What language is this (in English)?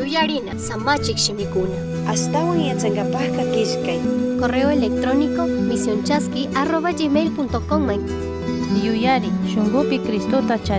Chimborazo Highland Quichua